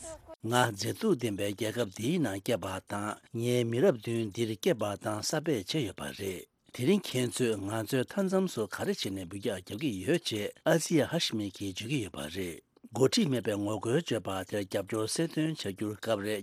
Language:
Tibetan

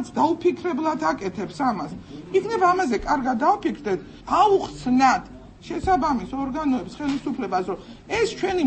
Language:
Georgian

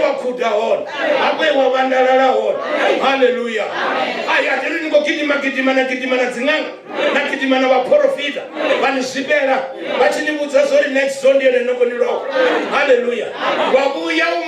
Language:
Venda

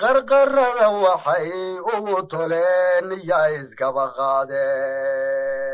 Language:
Somali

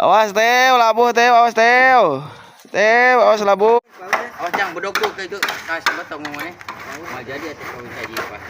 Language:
Sundanese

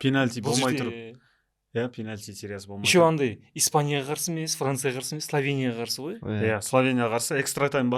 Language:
Kazakh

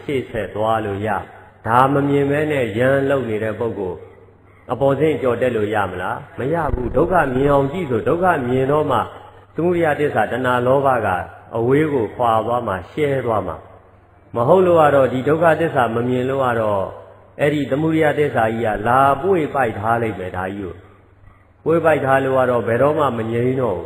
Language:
Burmese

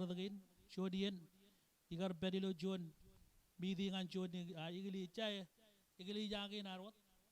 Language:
Marshallese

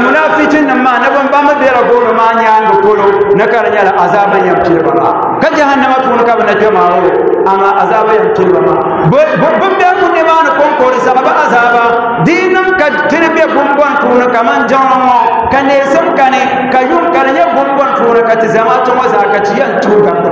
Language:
Dagbani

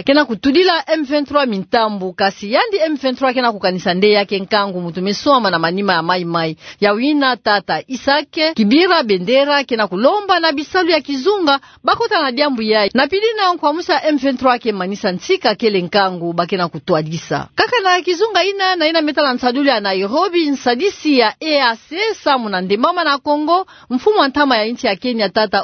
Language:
Kituba (Democratic Republic of Congo)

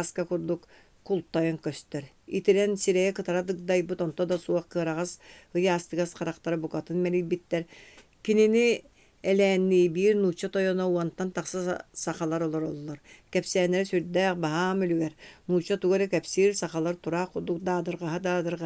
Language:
Yakut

